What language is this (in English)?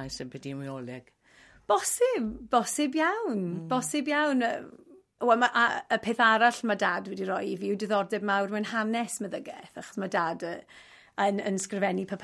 Welsh